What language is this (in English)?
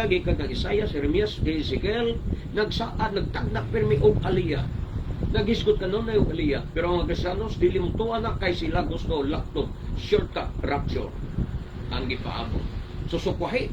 Cebuano